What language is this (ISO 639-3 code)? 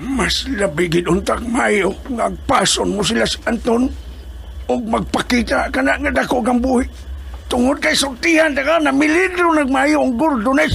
ceb